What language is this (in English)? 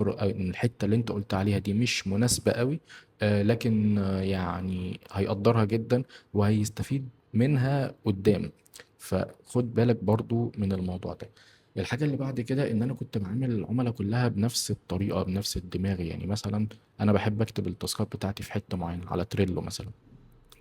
Egyptian Arabic